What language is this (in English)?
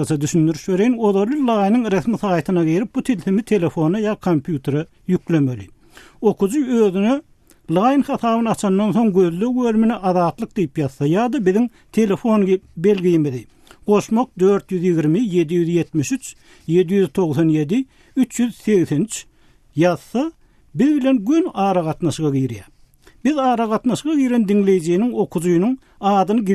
Turkmen